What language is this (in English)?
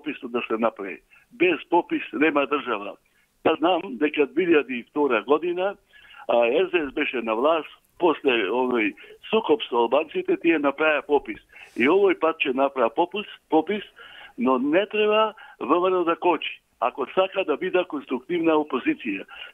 Macedonian